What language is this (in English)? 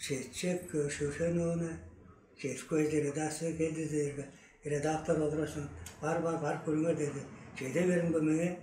Tuvinian